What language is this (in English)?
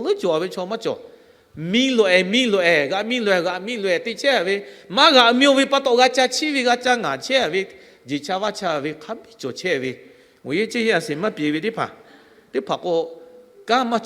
Lahu